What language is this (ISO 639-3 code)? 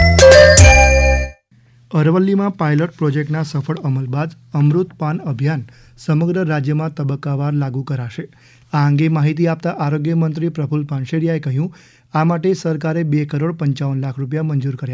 guj